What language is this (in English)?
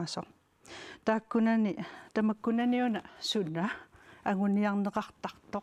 Kalaallisut